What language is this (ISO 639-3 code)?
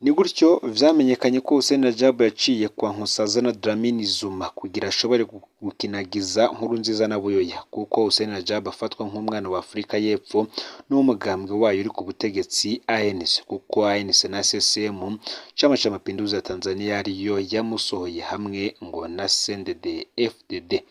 run